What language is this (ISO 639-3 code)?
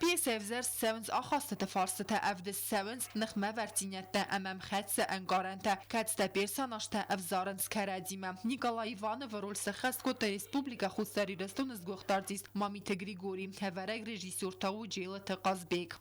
oss